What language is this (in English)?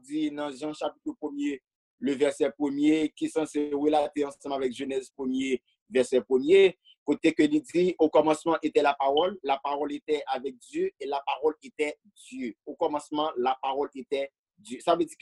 Haitian Creole